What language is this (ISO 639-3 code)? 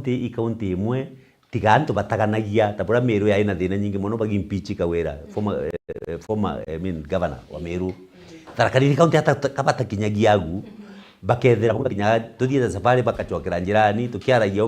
mer